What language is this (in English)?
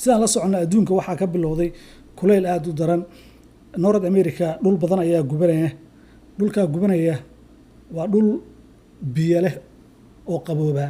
Somali